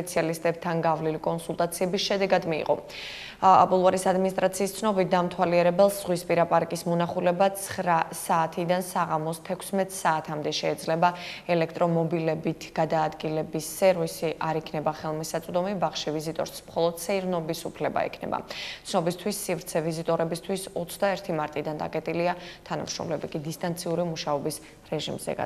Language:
Georgian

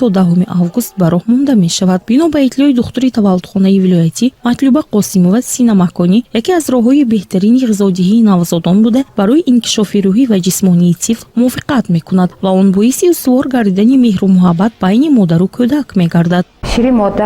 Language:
Tajik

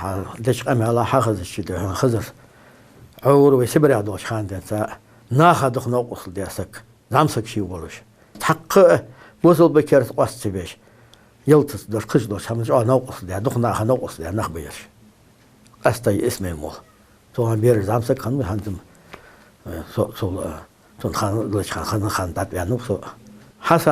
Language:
Ingush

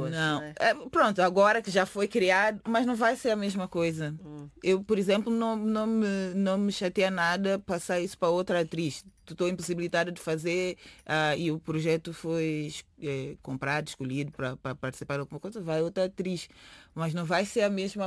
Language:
Portuguese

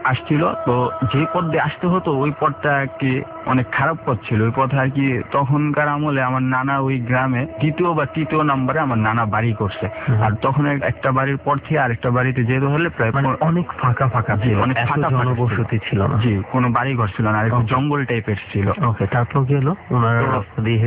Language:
Bangla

